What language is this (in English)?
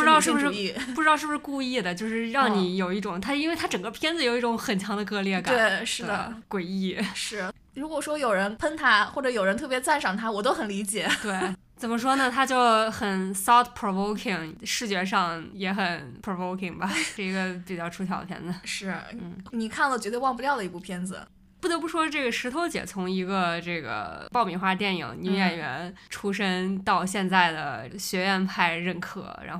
Chinese